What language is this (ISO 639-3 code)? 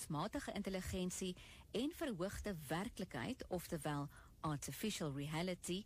afr